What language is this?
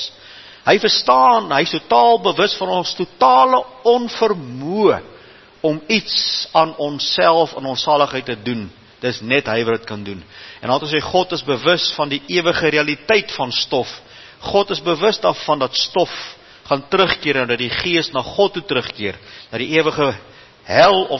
Afrikaans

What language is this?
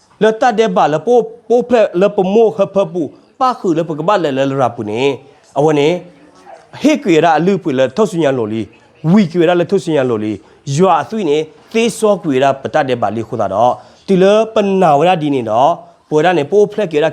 S'gaw Karen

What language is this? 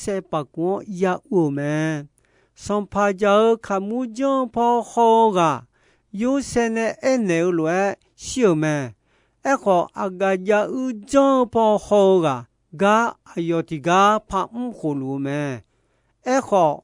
Akha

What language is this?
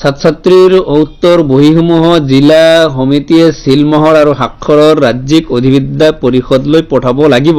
Assamese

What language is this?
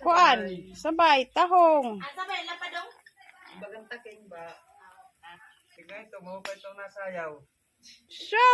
Waray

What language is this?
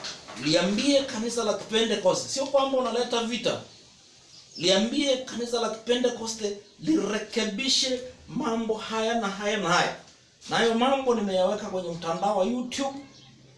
Swahili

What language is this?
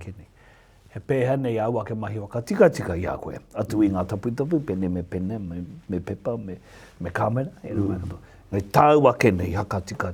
Māori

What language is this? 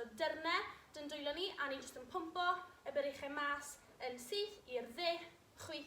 Welsh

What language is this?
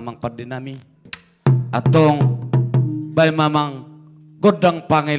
Batak Toba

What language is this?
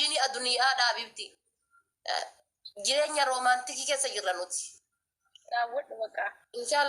Oromo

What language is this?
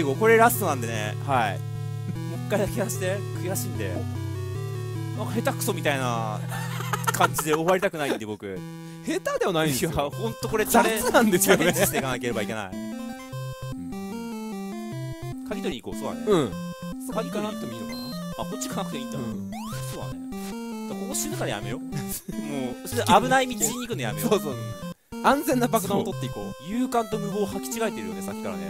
Japanese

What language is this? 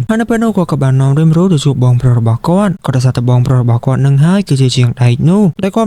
Khmer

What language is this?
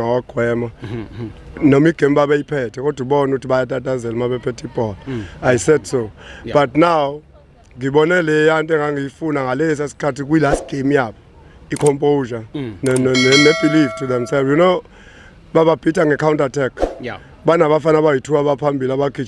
Zulu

